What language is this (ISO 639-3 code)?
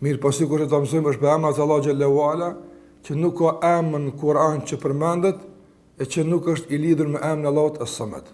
sqi